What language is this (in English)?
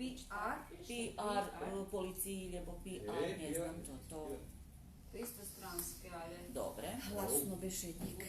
Rusyn